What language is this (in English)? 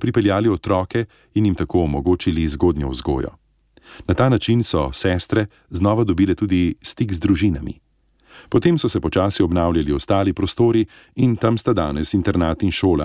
Slovenian